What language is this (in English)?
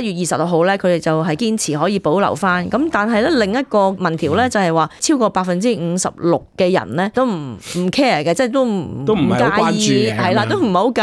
Cantonese